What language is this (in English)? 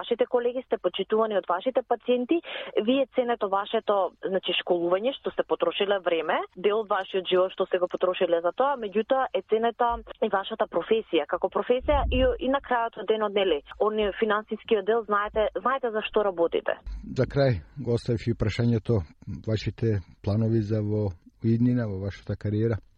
Macedonian